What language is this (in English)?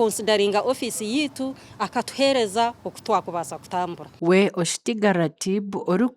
Nyankole